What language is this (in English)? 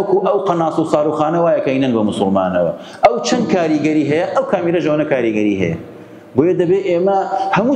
Central Kurdish